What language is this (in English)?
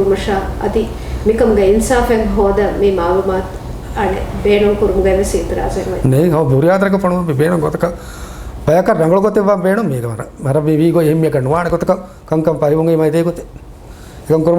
Divehi